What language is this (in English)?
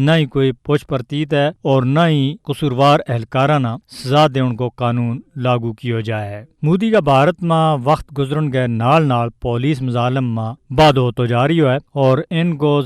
Gujari